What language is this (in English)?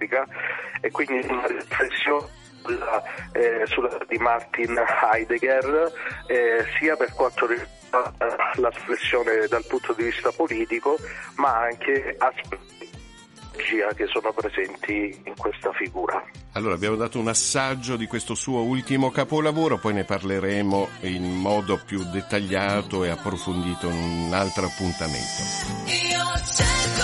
Italian